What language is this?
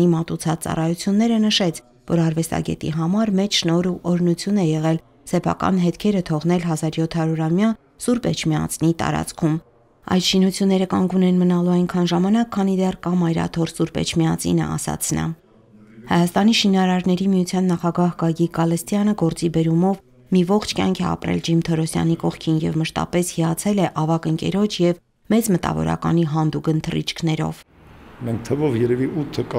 Armenian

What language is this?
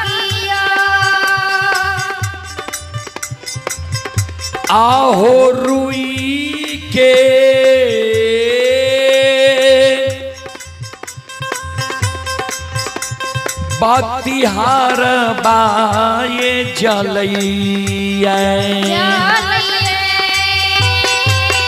Bhojpuri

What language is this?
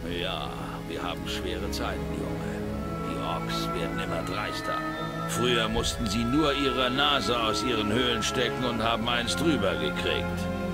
Bavarian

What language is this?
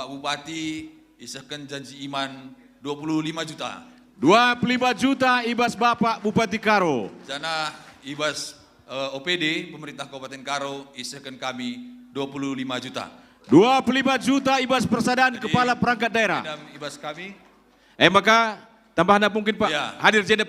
Batak Karo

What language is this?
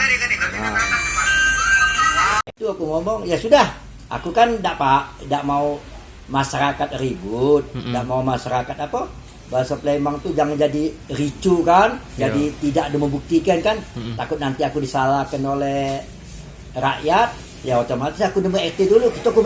Musi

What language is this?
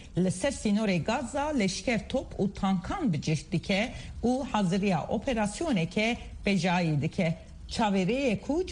Kurdish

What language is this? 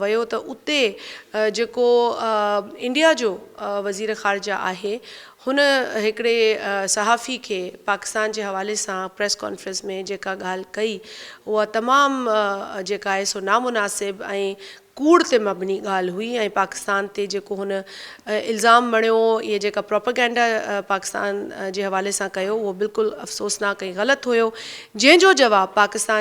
Sindhi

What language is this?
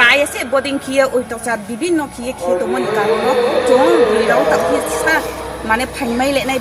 Riang (India)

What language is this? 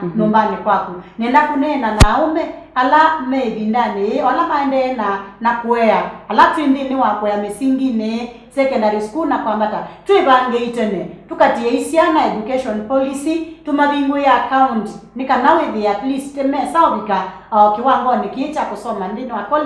Kamba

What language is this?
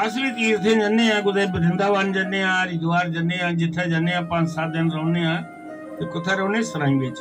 Dogri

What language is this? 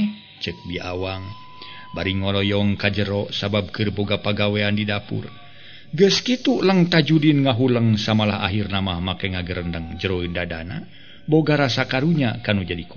Sundanese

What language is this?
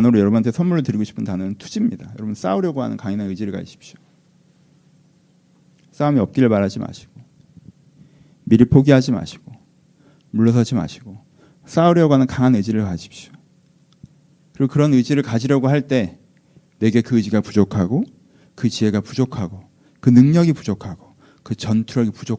Korean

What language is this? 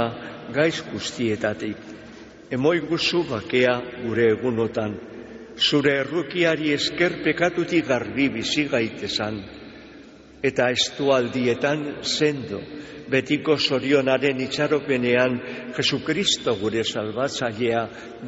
Basque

